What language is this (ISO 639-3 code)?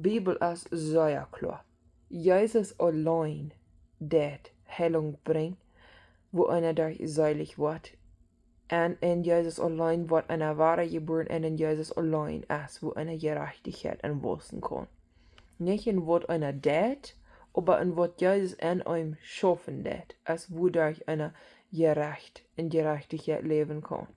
pdt